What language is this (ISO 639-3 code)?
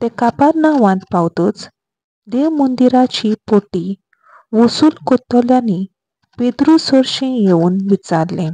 kok